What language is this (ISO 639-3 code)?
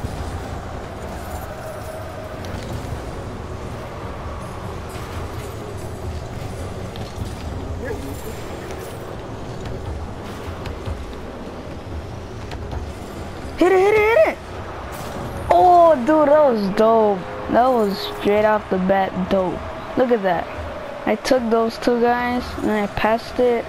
eng